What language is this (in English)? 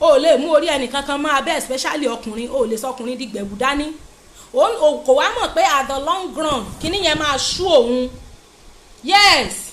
Yoruba